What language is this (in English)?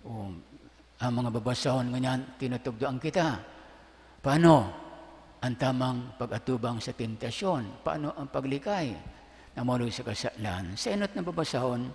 Bikol